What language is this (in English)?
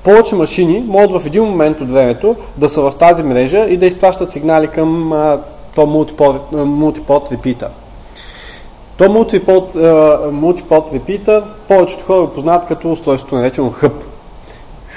Bulgarian